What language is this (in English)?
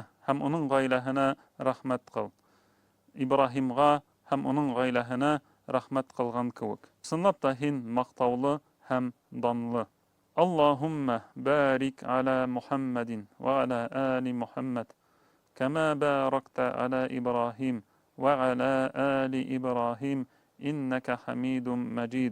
Bashkir